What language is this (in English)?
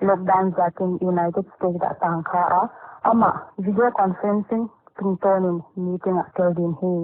Paite Chin